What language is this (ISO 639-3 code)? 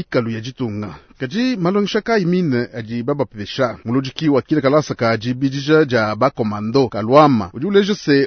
lua